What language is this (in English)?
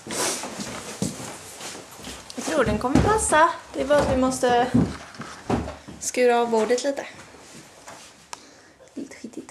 Swedish